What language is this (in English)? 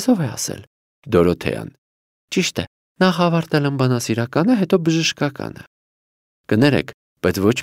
Armenian